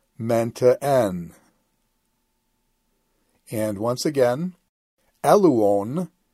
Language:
English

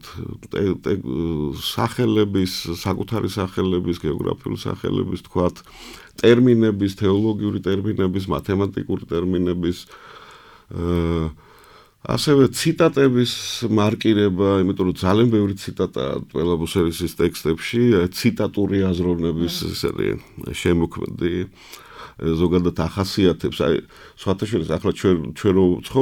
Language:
Georgian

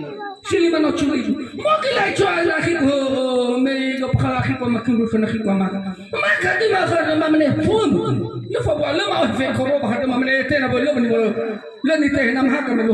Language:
Nias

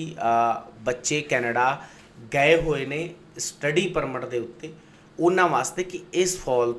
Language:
Punjabi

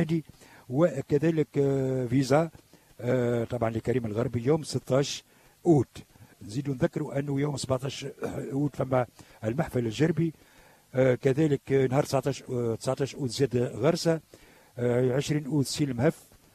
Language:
Tunisian Arabic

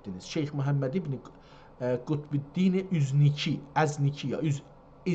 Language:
South Azerbaijani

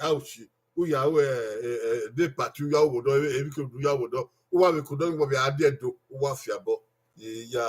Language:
Bini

